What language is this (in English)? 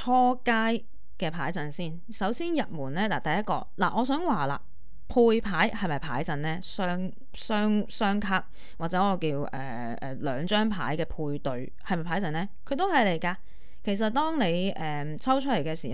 Cantonese